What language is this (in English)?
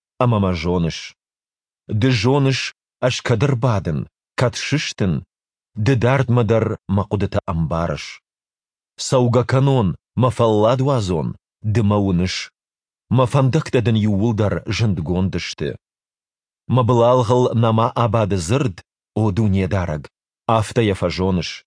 Ossetic